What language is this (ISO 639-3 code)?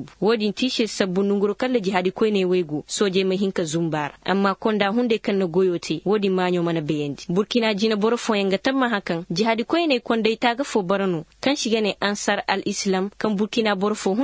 ses